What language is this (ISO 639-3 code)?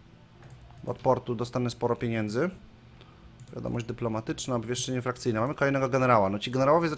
pol